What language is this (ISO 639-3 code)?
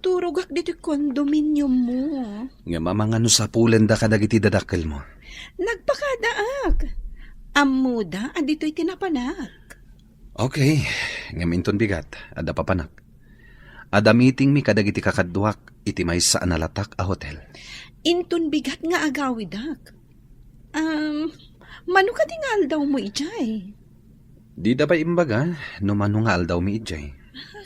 ilo